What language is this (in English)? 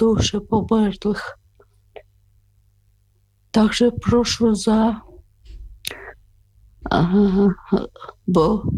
Ukrainian